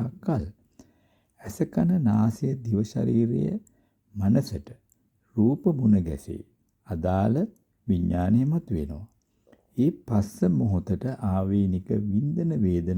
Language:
Sinhala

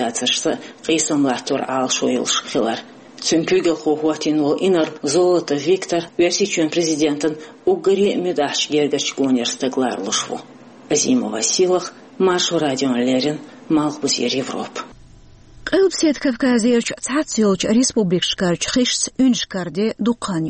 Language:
Chechen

